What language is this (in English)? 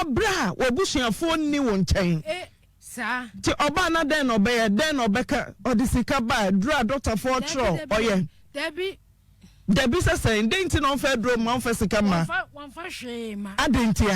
Akan